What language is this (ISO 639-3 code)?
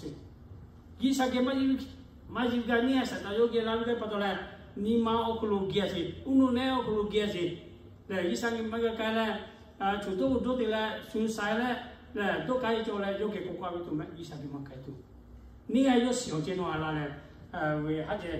lhu